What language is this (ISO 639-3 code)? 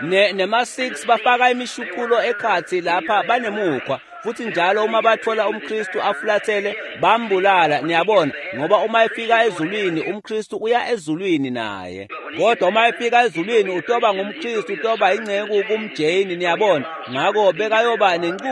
ssw